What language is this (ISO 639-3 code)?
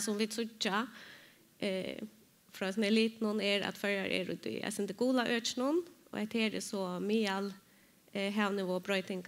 fao